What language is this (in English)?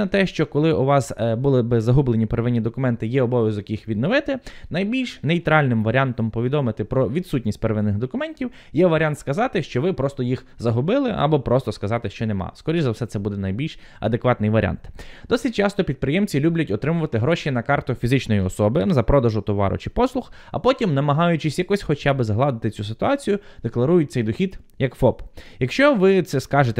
Ukrainian